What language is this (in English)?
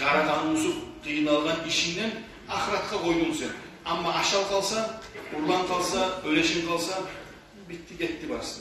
Kumyk